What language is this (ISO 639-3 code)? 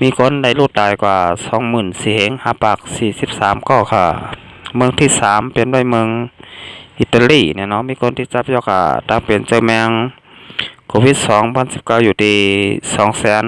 shn